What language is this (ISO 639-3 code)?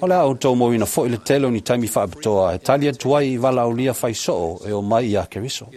smo